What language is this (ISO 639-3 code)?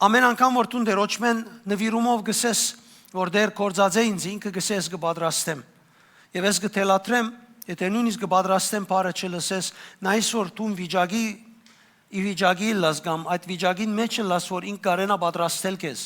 hyw